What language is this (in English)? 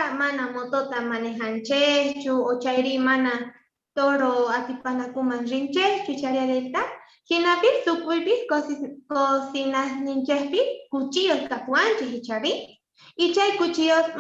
Quechua